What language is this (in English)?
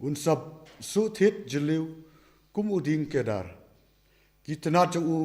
Khasi